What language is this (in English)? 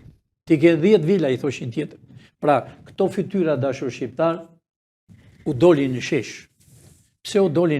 Albanian